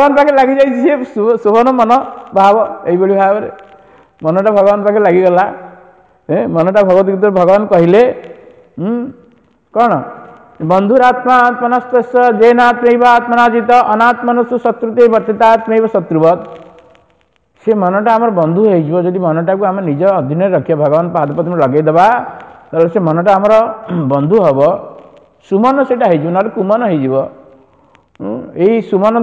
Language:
Odia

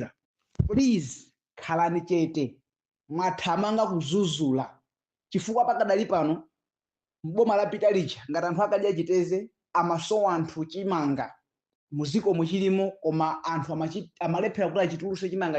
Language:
Nyanja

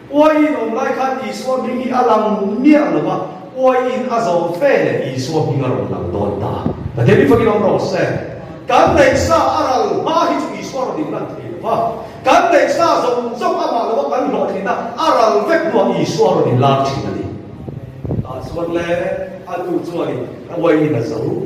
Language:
Mizo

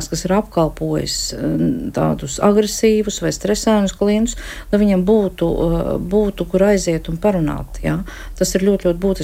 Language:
Latvian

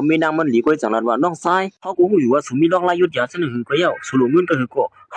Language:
Shan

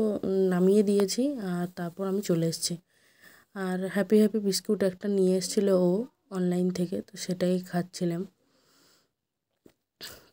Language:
Bangla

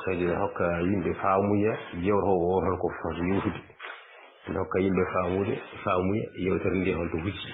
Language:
Fula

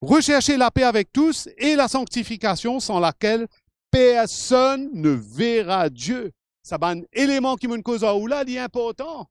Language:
Morisyen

